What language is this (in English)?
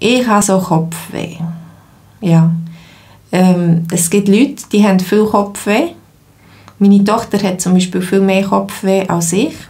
Swiss German